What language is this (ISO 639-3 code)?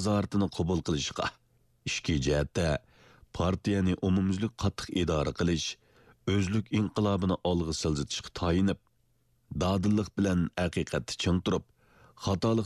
uig